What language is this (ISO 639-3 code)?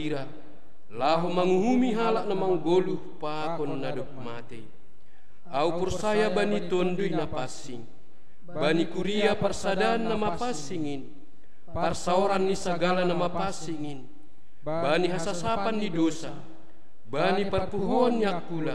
bts